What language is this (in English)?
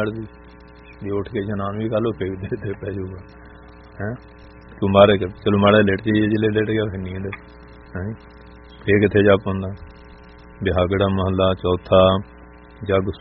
Punjabi